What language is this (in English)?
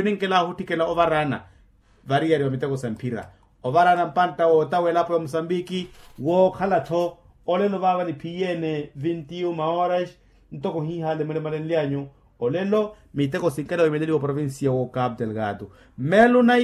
Makhuwa